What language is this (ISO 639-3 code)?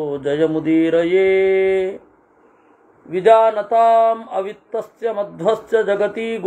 kan